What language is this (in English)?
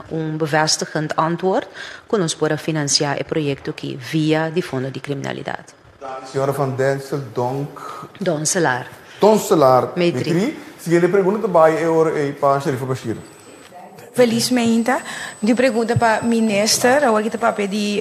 Papiamento